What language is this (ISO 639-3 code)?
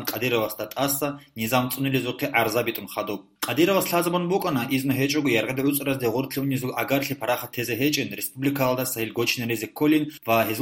ava